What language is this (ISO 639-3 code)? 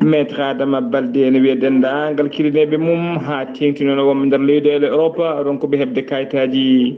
ful